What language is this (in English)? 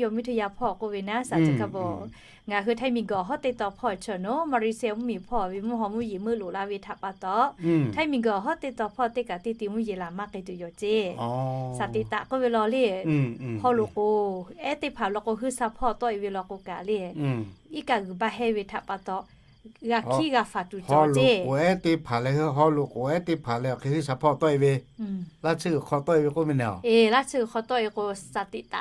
Lahu